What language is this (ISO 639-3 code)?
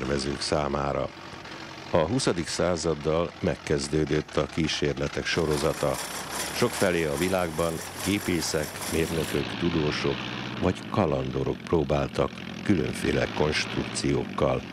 hun